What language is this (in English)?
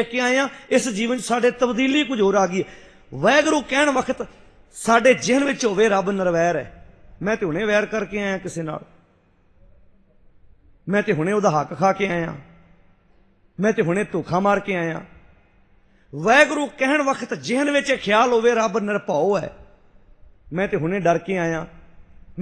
Punjabi